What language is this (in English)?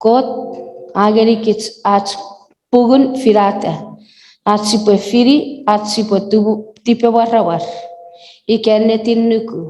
Chuukese